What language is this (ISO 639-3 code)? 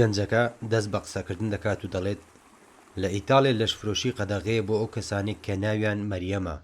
ckb